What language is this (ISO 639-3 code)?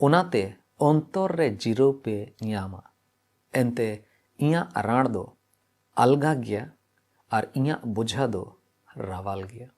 sat